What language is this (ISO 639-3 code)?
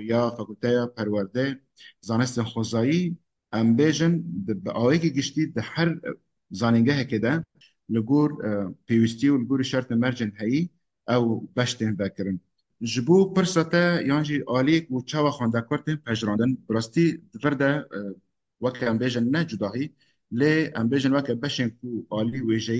kur